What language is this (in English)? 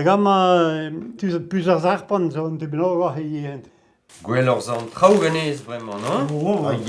Breton